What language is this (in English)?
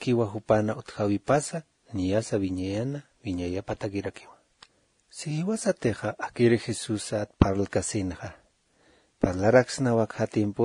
Aymara